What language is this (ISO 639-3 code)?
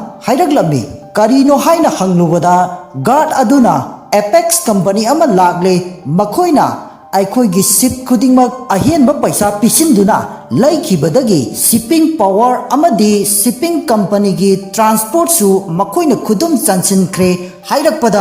mni